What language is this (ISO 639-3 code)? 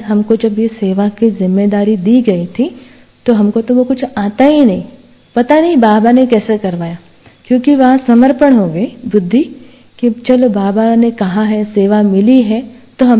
hin